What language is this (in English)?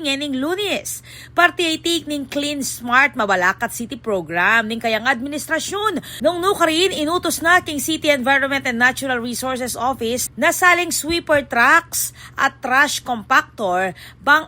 Pampanga